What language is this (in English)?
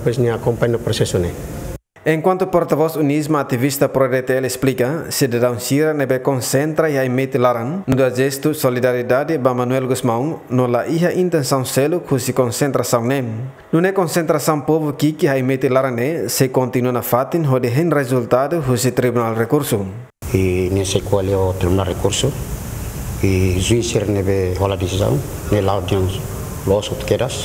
Tetum